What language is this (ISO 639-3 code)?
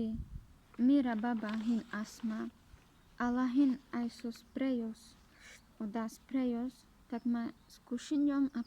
rmc